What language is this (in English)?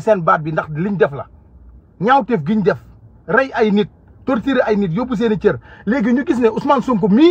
Wolof